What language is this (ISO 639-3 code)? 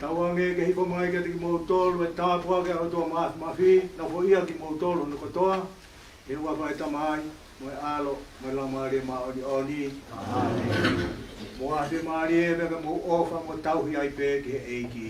ton